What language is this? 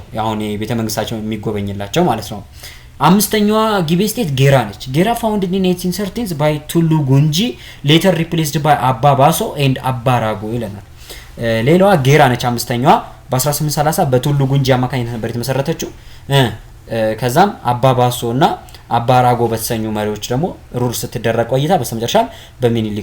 Amharic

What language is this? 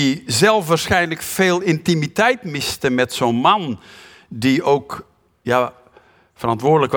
Dutch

